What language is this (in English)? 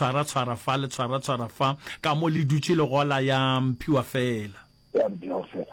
Northern Sotho